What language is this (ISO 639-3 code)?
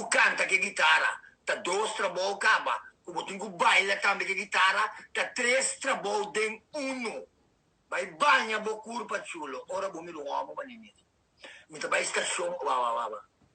pap